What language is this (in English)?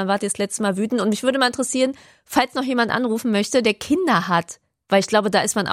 German